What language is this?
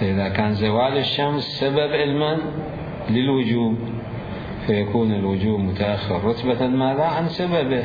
Mesopotamian Arabic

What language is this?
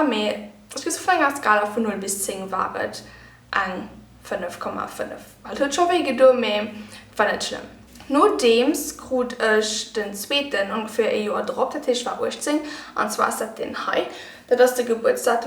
Luxembourgish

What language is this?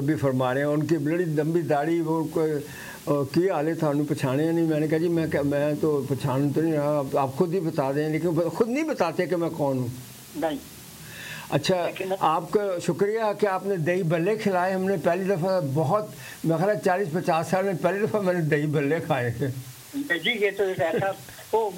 Urdu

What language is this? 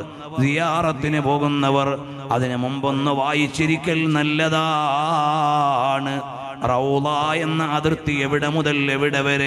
Malayalam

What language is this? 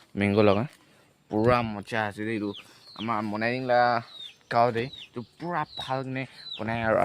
Naga Pidgin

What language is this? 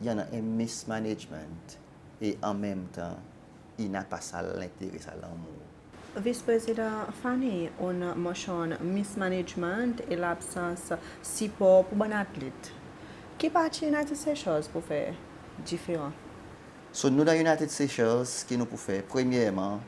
Seselwa Creole French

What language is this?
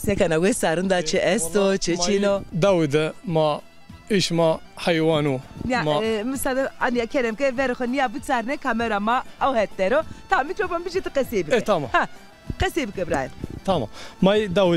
Zaza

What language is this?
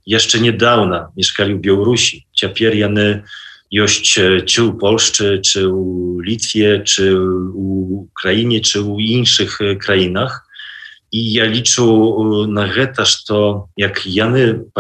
Belarusian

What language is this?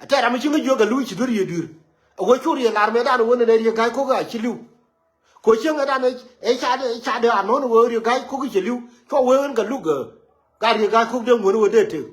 Nuer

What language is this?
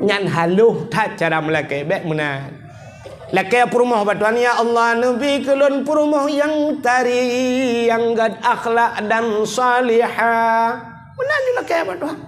Achinese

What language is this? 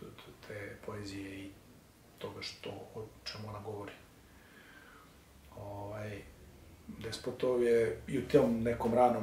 Serbian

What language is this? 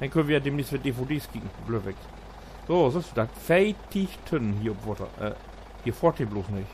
Low German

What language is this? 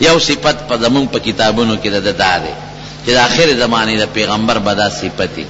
Pashto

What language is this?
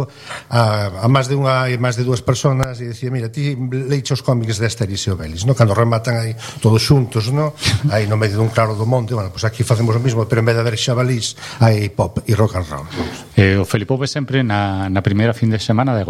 Galician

